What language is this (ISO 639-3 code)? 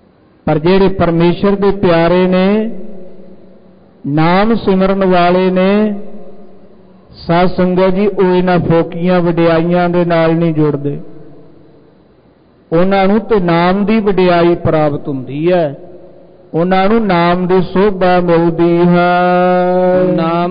pan